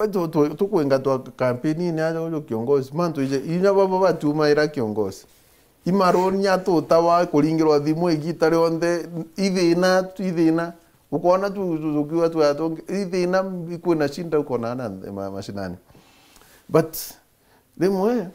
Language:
Meru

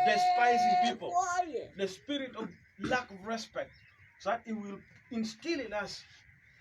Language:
Acoli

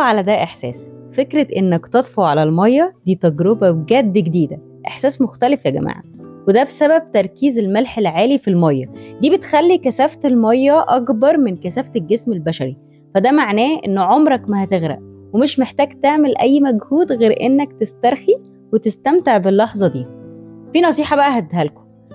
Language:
Egyptian Arabic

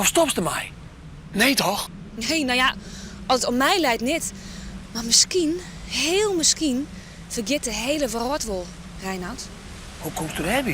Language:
Western Frisian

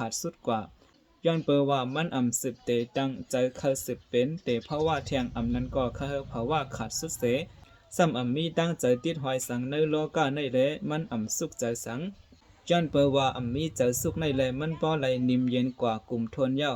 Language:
Shan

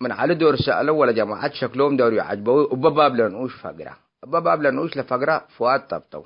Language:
Tigre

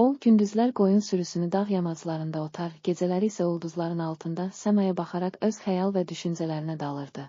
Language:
Azerbaijani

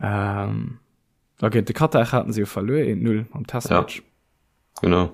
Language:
Luxembourgish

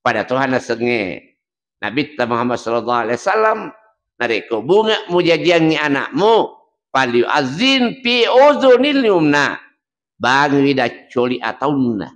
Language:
Buginese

